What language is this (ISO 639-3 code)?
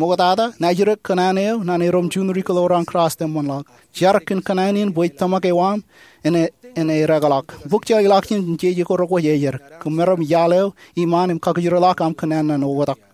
mah